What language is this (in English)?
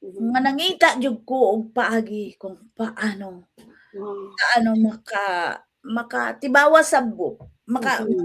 Cebuano